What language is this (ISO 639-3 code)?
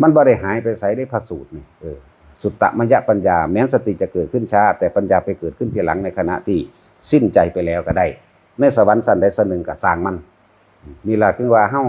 tts